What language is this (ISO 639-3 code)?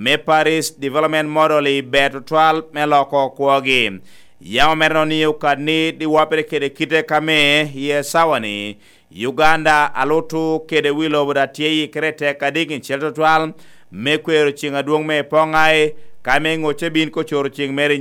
laj